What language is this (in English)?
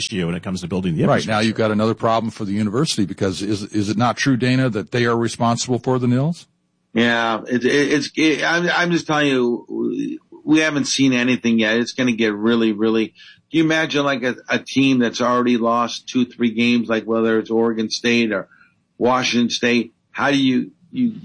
English